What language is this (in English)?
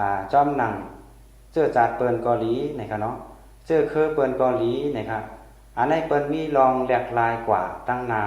Shan